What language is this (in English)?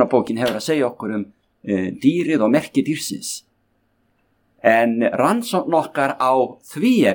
Icelandic